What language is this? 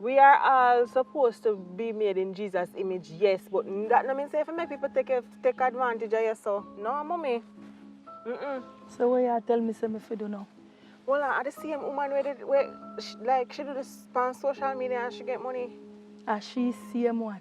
Jamaican Creole English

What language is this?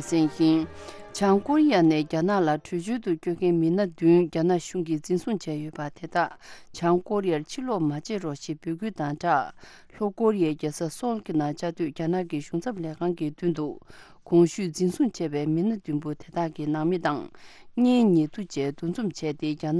Tibetan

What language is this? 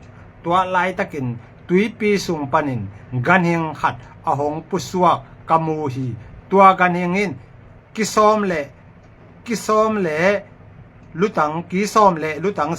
Tedim Chin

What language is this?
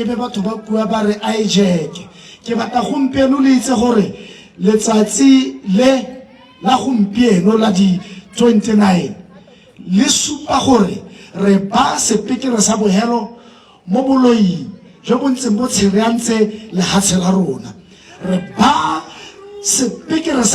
Tswana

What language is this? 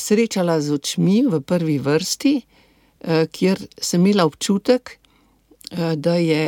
Slovenian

